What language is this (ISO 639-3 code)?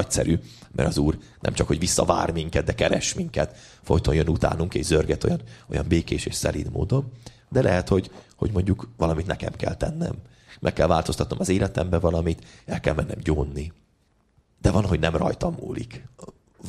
hun